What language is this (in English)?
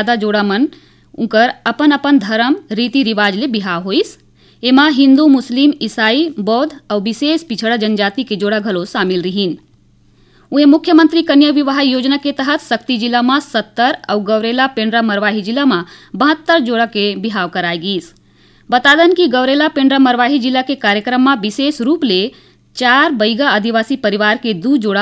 Chhattisgarhi